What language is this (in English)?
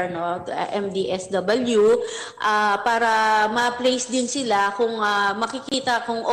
Filipino